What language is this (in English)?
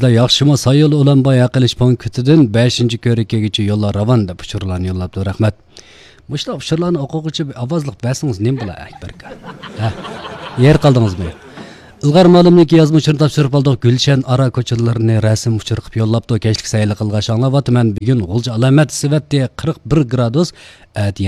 Uyghur